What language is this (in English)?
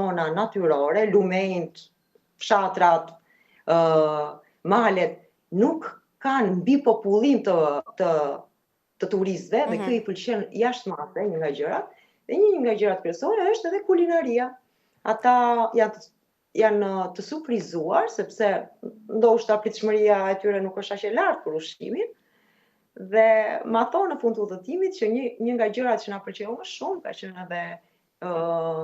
Albanian